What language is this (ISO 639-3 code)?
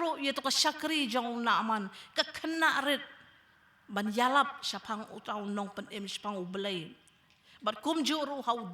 kha